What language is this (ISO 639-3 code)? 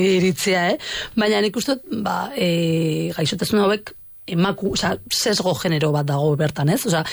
eus